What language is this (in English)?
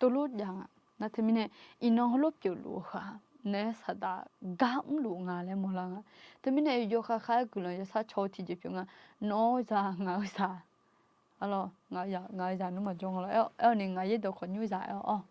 Akha